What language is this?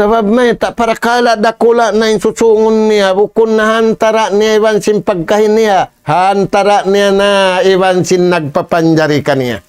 Tausug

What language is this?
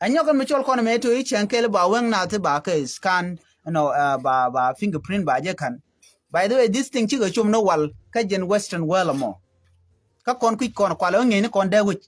Nuer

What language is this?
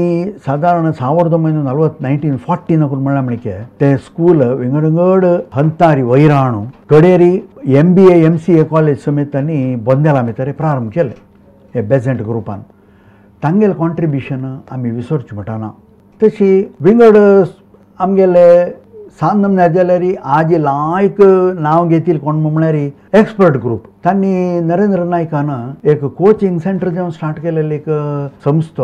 Konkani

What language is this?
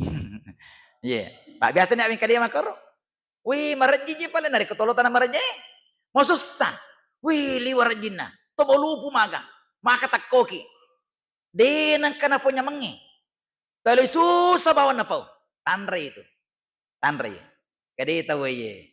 Buginese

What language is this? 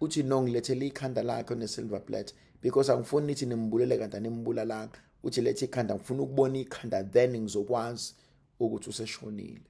Zulu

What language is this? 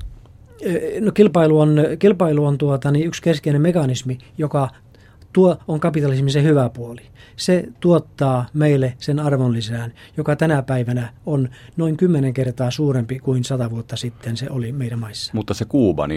Finnish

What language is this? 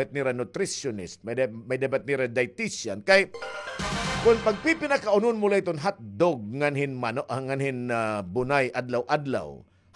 Waray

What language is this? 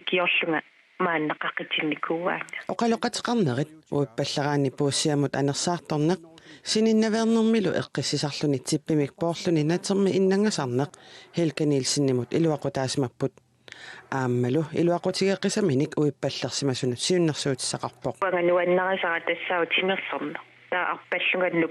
Kalaallisut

